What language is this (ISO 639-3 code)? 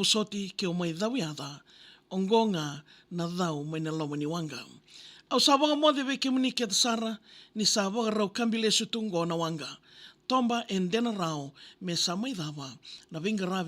fij